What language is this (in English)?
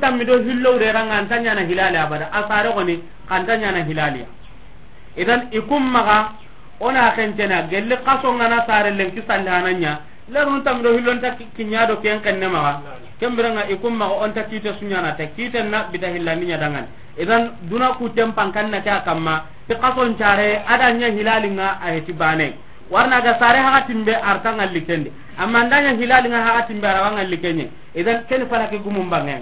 Soninke